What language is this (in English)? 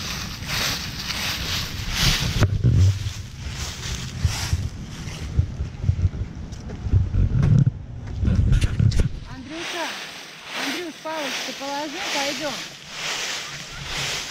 Russian